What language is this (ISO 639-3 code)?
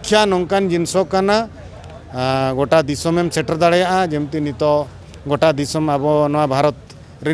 sat